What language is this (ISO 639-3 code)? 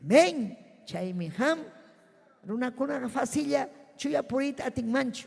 quy